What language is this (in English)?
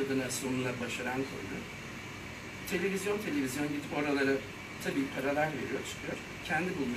Turkish